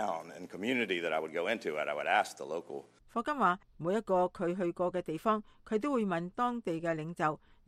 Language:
Cantonese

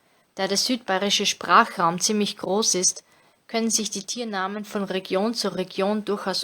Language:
Bavarian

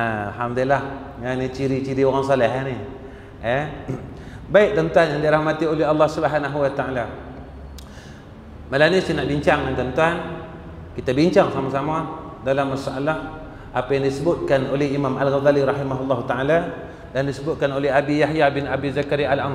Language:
Malay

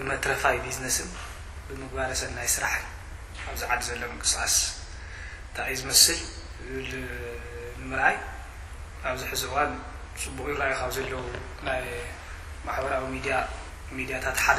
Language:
Tigrinya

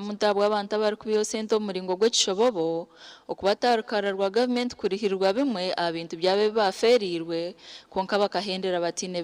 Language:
Nyankole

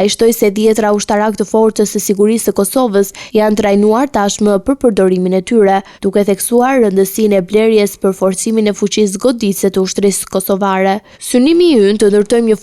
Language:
Albanian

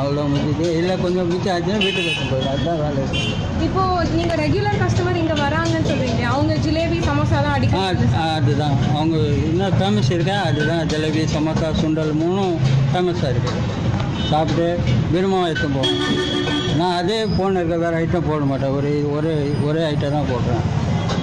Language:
Tamil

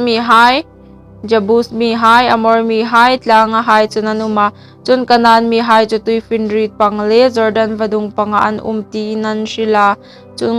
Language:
Hmar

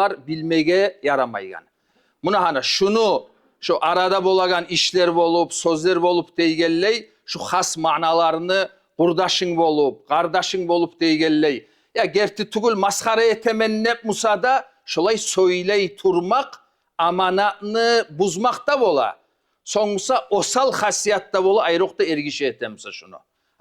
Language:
Kumyk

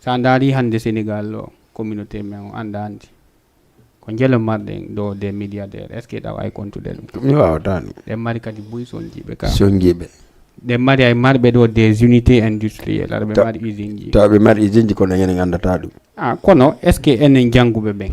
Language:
Fula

